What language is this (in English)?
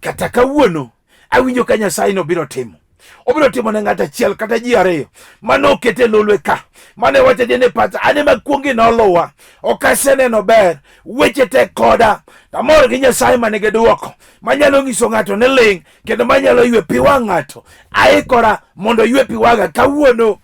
Luo (Kenya and Tanzania)